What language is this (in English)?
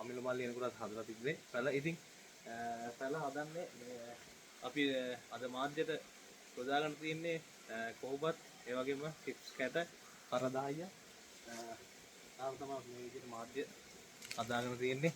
Sinhala